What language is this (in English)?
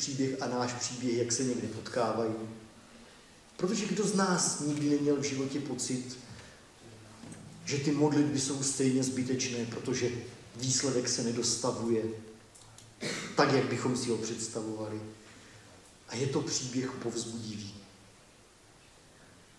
Czech